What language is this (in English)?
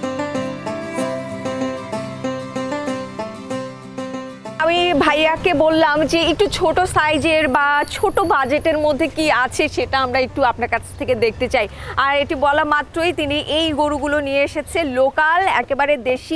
Bangla